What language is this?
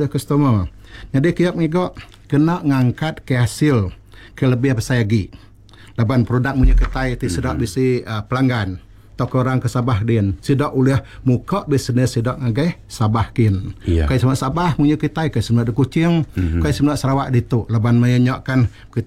Iban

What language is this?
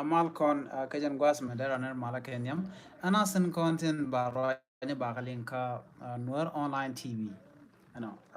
Nuer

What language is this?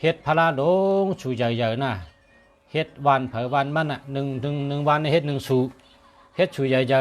Shan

